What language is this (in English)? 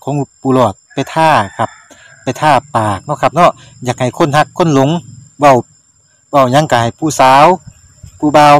Northeastern Thai